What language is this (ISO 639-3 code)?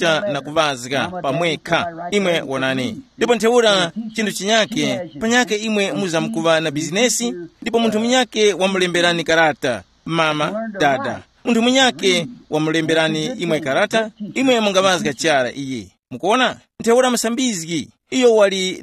tum